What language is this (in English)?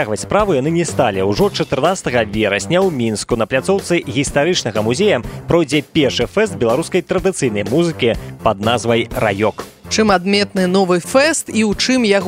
Belarusian